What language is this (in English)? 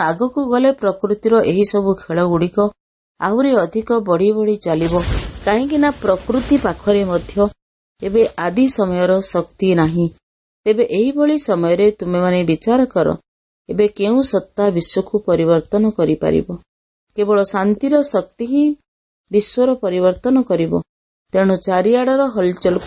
Odia